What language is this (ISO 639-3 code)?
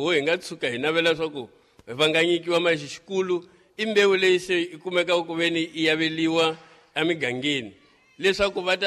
tso